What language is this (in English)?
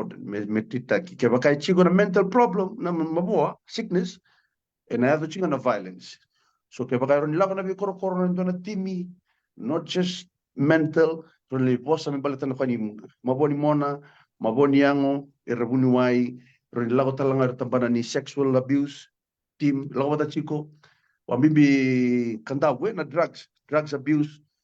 Fijian